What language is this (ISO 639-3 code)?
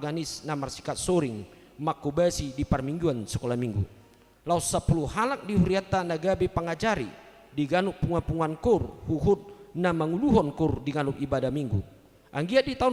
bbc